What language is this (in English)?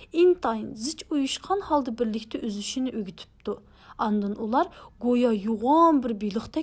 Uyghur